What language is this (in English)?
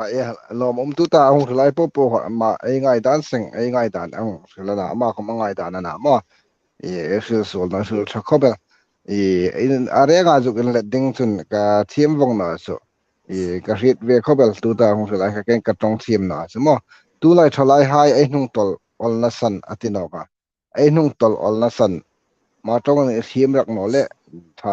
Hmar